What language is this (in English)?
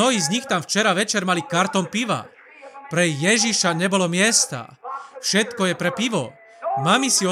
Slovak